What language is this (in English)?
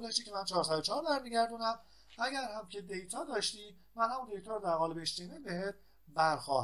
Persian